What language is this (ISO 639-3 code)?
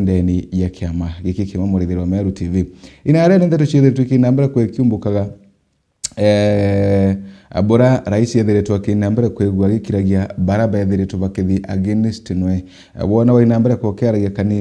mer